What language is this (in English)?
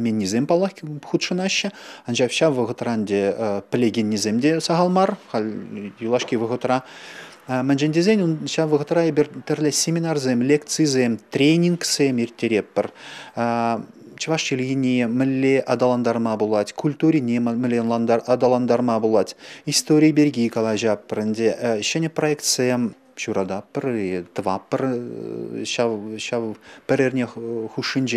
Chuvash